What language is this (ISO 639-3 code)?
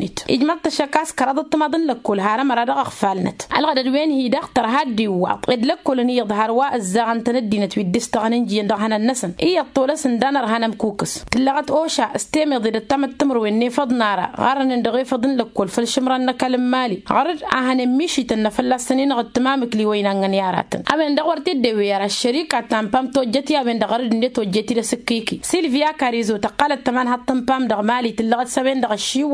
taq